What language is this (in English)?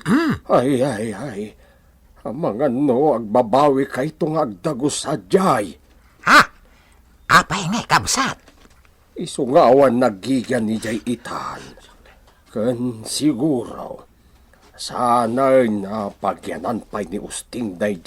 Iloko